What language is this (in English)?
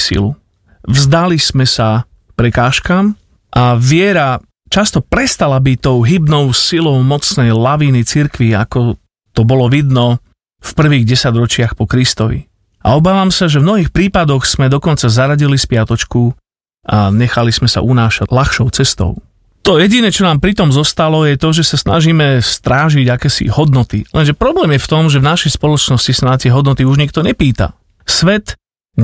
Slovak